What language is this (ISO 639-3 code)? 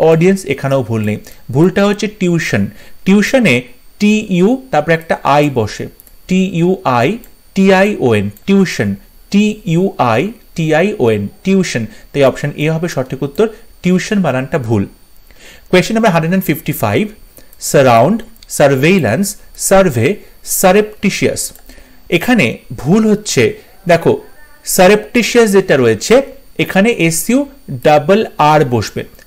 ben